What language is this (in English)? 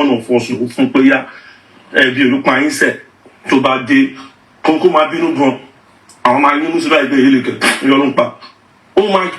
Yoruba